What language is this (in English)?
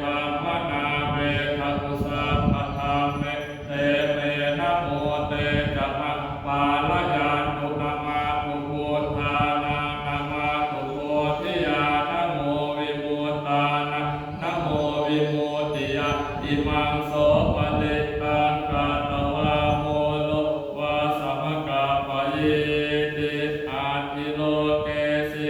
Pali